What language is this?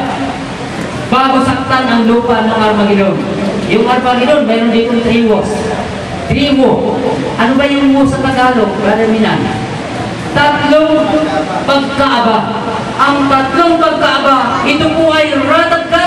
Filipino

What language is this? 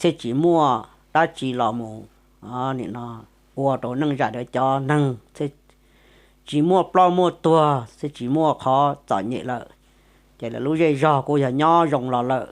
Hmong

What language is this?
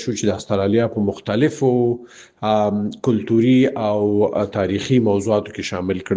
Pashto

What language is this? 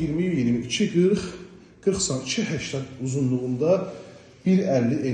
Azerbaijani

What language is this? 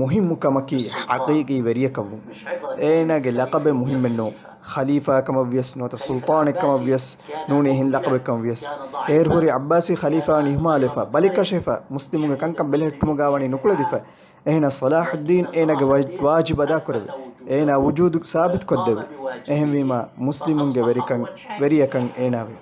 Divehi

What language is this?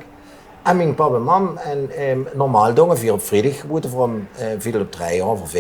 Limburgish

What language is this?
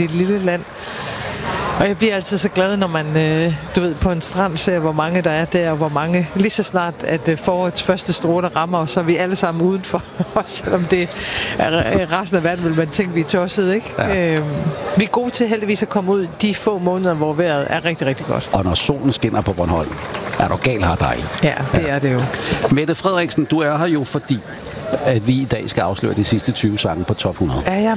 Danish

